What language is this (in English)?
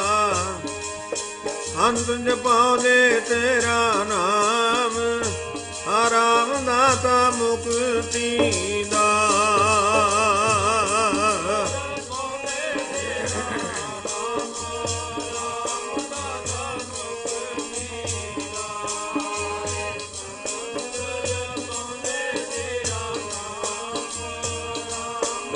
Punjabi